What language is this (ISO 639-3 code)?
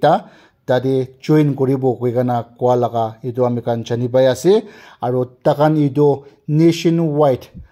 nag